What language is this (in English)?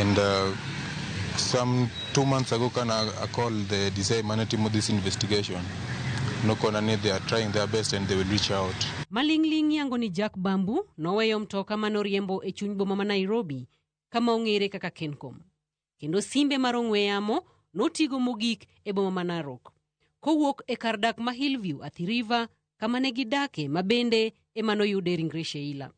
Luo (Kenya and Tanzania)